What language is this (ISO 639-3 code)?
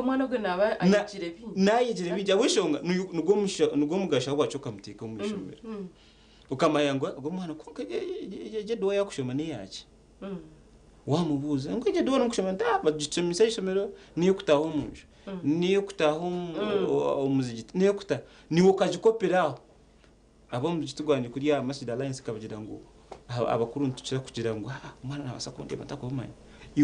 nyn